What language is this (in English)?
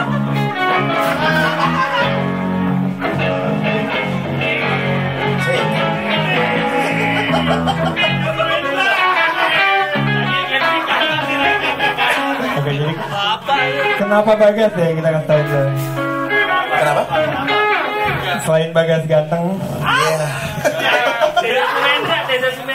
Indonesian